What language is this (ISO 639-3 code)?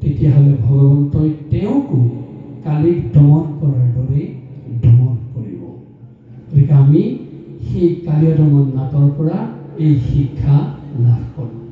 asm